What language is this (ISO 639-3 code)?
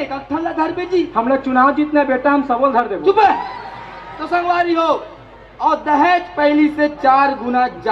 hne